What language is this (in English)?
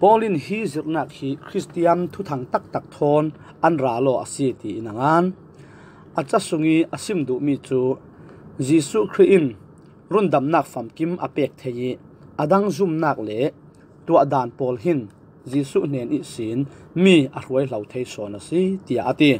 Falam Chin